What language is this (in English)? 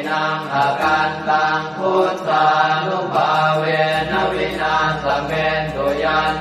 Pali